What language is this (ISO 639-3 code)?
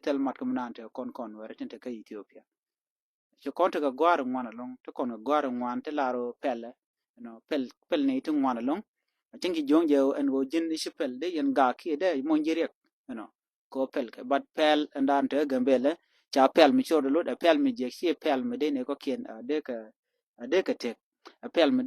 nus